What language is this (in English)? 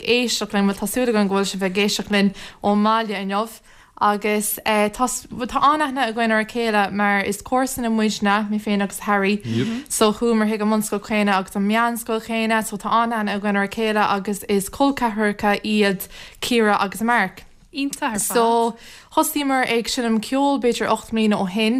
Irish